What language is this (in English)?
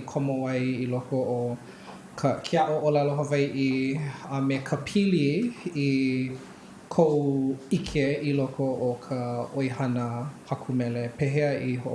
Hawaiian